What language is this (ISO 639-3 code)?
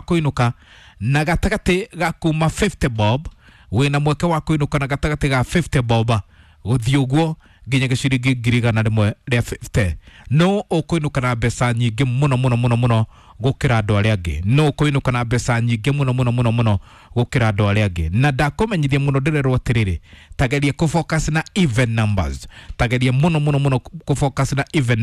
kik